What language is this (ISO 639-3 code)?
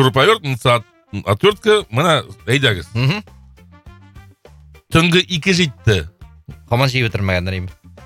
tat